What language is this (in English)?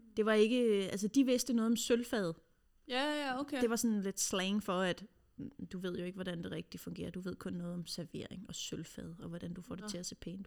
Danish